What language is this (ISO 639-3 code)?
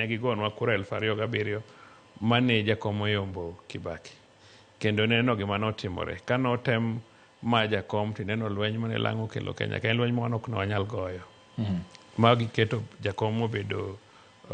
luo